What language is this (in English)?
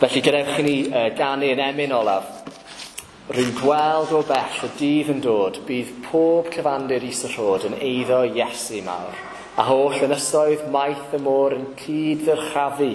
Welsh